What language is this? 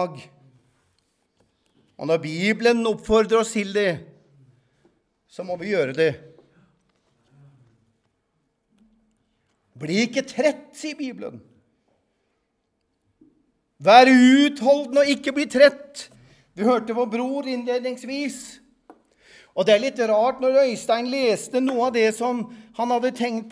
Norwegian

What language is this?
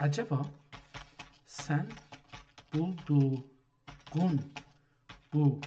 South Azerbaijani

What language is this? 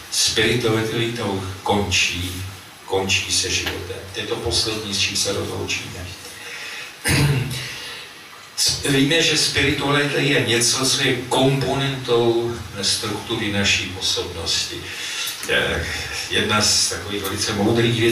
Czech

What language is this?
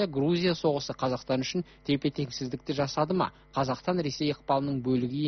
Kazakh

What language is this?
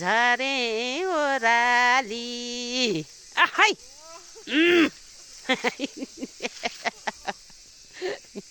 Nepali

